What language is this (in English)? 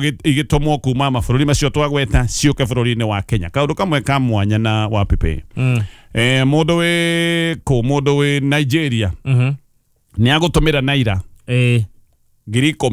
Kikuyu